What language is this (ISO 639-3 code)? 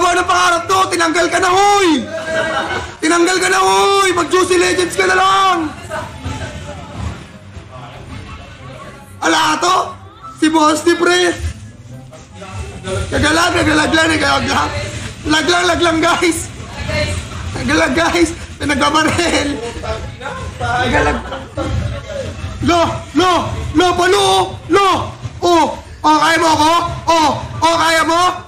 fil